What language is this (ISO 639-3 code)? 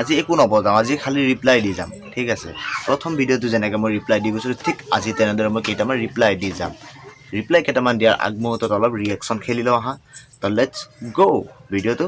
asm